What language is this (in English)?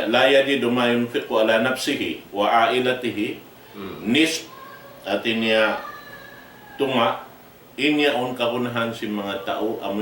Tausug